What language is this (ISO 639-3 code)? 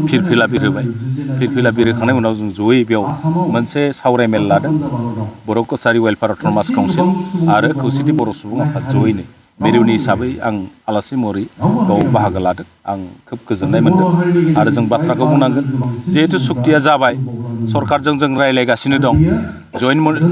brx